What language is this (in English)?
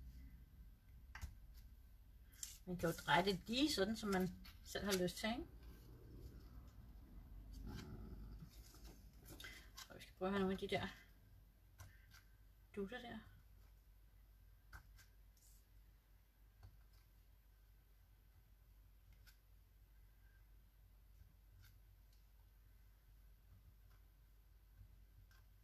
Danish